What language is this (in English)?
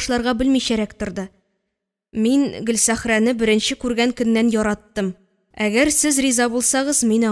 Tatar